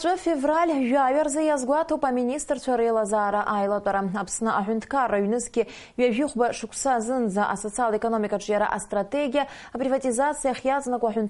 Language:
Abkhazian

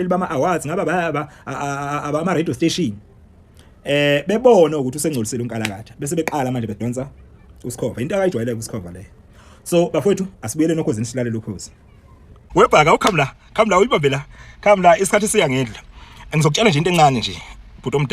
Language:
Zulu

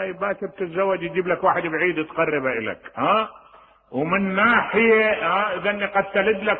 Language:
Mesopotamian Arabic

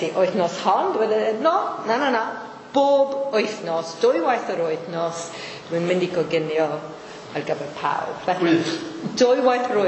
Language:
Welsh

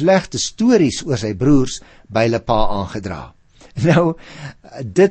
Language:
Afrikaans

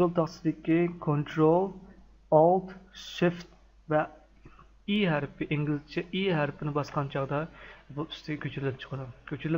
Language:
Uyghur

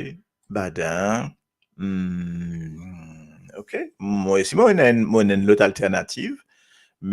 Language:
Morisyen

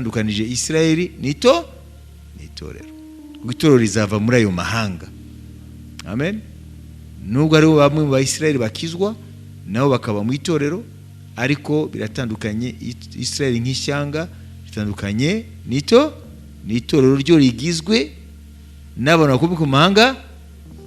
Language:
Kinyarwanda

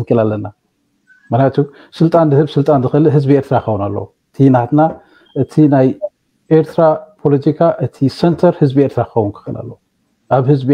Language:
Tigrinya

